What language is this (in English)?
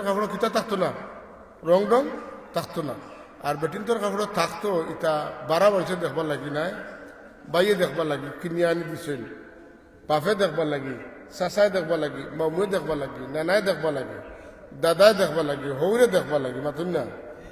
Sylheti